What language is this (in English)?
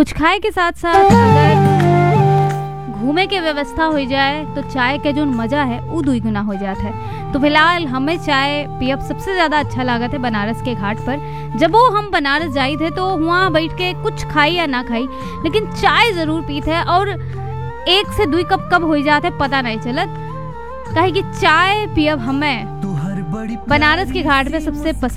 Bhojpuri